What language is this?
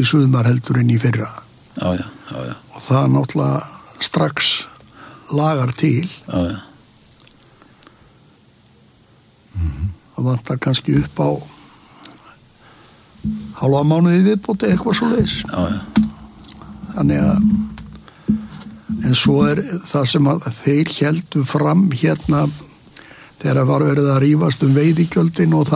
Icelandic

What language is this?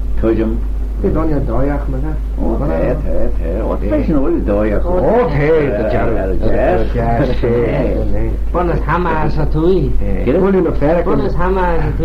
Manx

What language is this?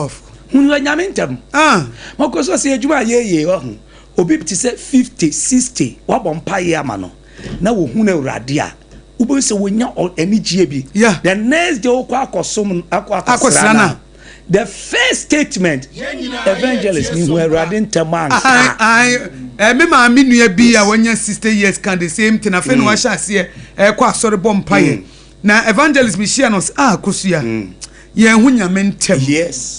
Akan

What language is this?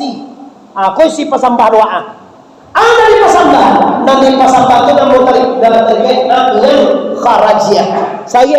Minangkabau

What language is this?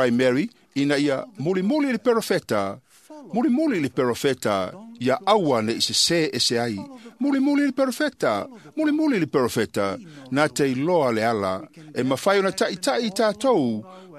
Samoan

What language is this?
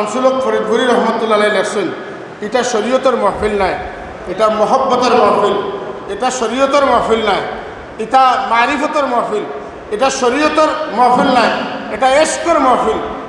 Sylheti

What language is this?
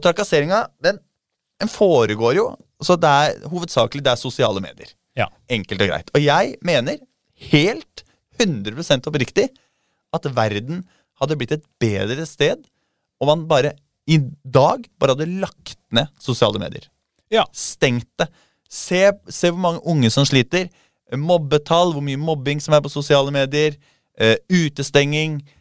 Norwegian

